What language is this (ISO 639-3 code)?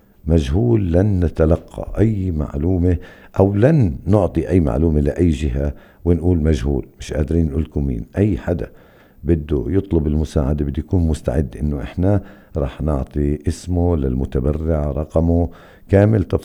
apc